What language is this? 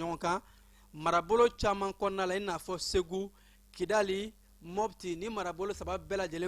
Bambara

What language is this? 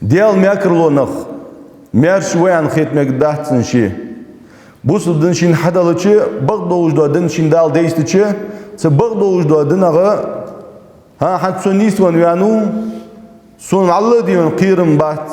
Ingush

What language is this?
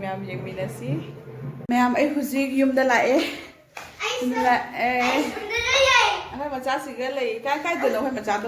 Manipuri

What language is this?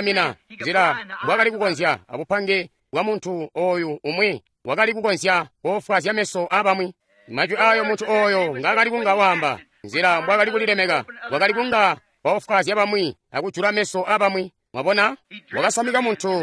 Tonga (Zambia)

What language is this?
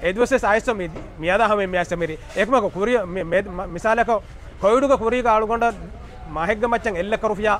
Divehi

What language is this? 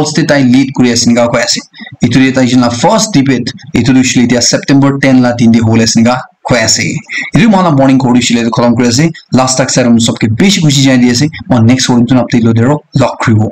Naga Pidgin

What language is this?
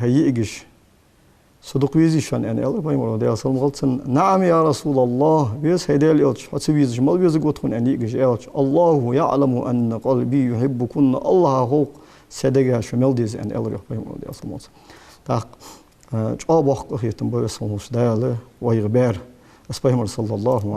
Ingush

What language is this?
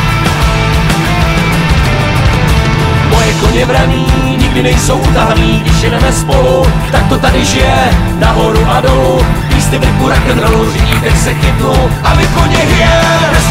Czech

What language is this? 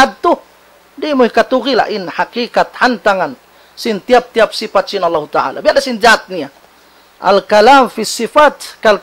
Tausug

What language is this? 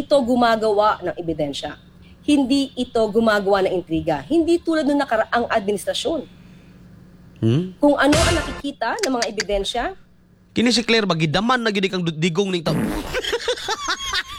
Filipino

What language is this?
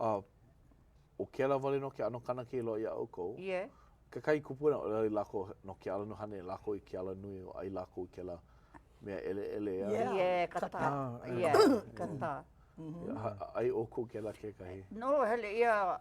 Hawaiian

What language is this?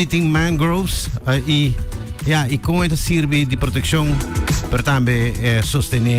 Papiamento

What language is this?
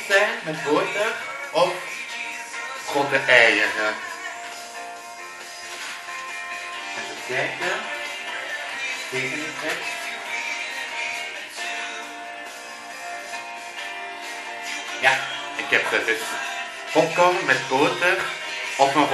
Dutch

